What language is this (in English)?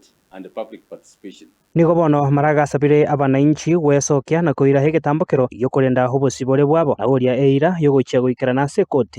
Gusii